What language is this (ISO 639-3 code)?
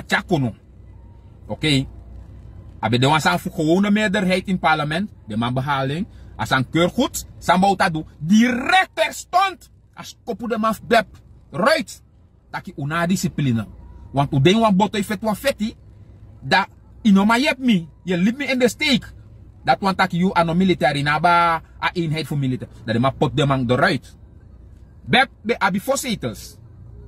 srn